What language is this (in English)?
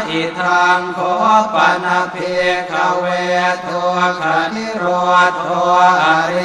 Pali